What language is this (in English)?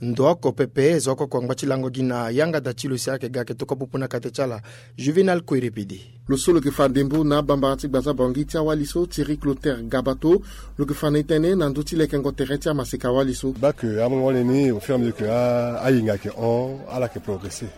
Sango